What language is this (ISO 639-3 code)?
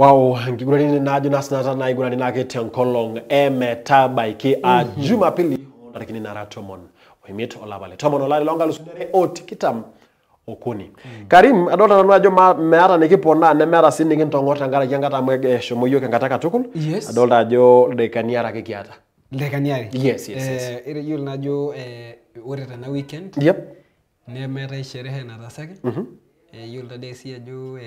mas